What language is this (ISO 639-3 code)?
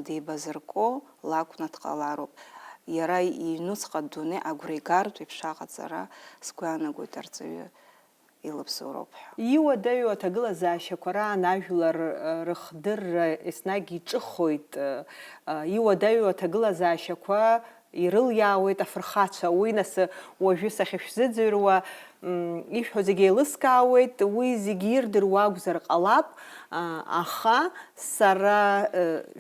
abk